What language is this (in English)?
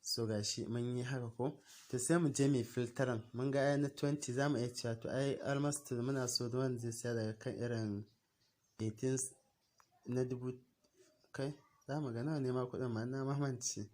Hausa